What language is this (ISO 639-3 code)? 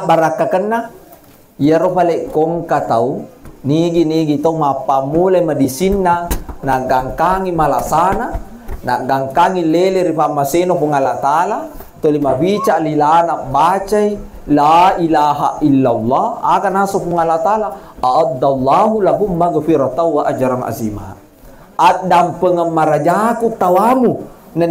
bug